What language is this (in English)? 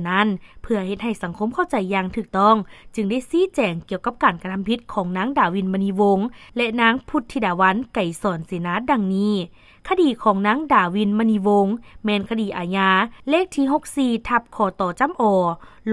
Lao